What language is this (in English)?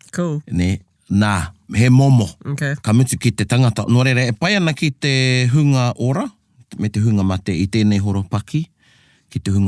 Māori